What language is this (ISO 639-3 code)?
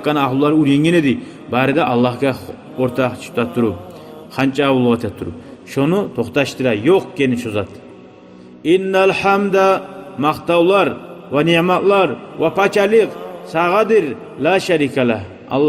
kum